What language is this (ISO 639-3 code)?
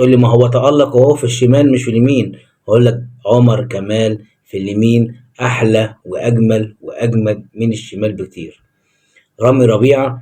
arz